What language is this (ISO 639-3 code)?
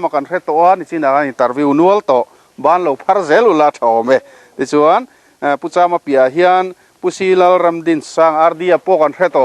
lus